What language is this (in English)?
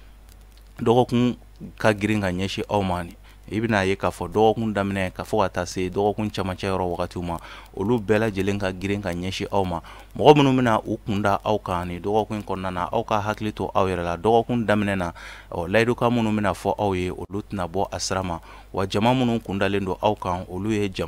Bambara